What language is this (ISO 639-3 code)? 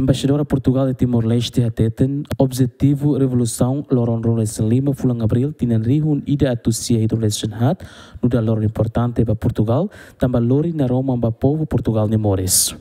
tet